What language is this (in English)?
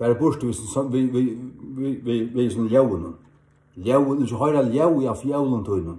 Faroese